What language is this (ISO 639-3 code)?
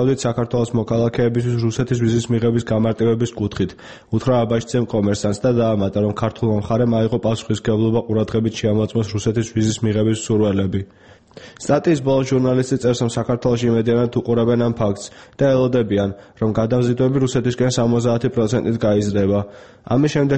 kat